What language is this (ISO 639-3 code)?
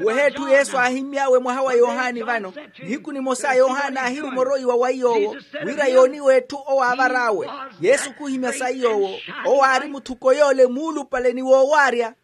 vmw